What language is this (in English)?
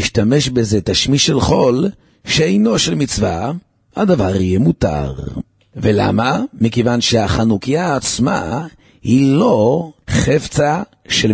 Hebrew